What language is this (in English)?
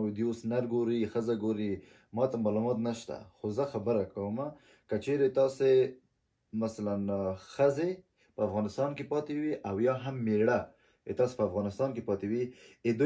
Pashto